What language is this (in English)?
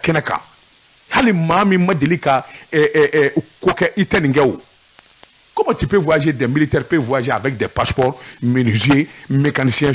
Bambara